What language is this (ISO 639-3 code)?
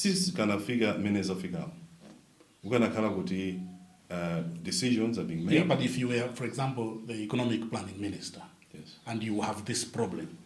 nya